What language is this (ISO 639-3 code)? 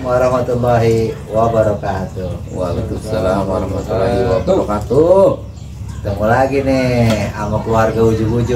bew